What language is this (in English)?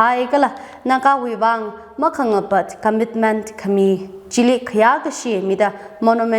Tangkhul Naga (India)